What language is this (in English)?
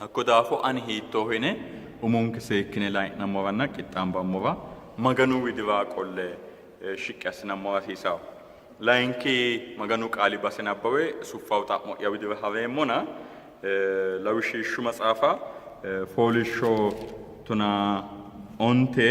Sidamo